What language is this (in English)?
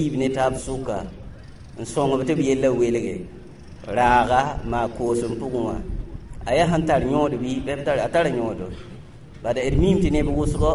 Mossi